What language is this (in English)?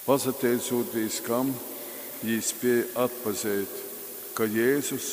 Latgalian